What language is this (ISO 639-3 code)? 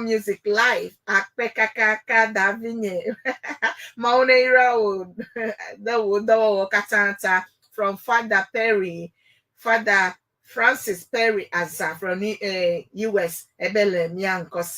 ewe